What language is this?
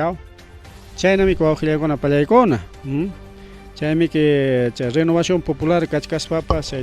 Ayacucho Quechua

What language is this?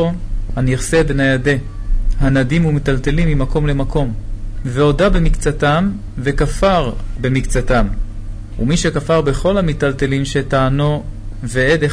Hebrew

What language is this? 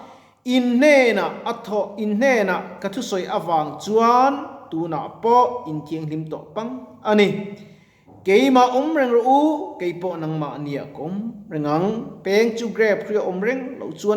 Mizo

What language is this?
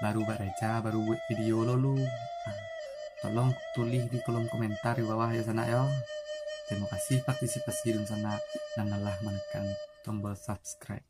Minangkabau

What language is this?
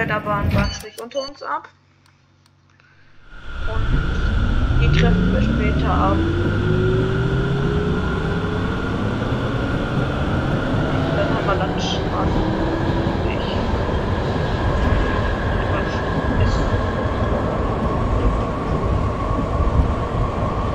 German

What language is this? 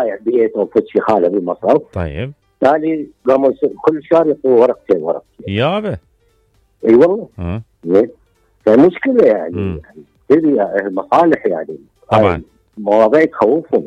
Mesopotamian Arabic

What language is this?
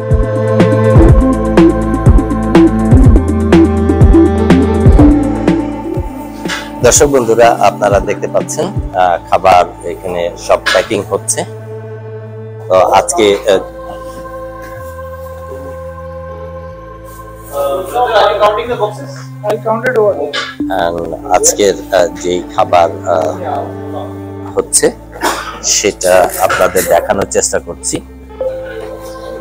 Bangla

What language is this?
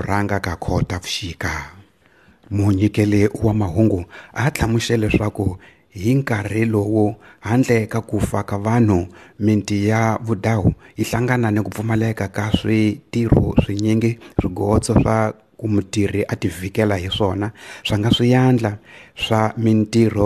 Tsonga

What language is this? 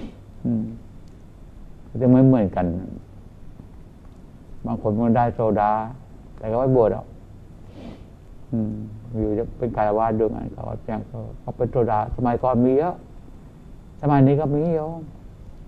Thai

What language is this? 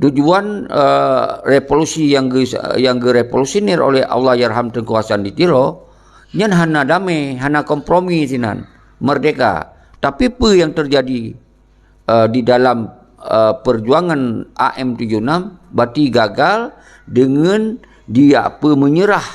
Achinese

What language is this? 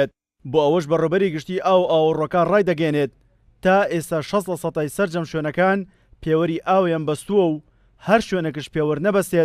Central Kurdish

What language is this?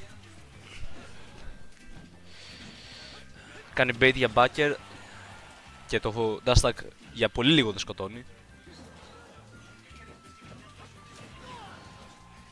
Greek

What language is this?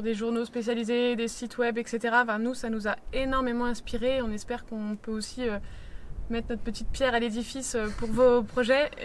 French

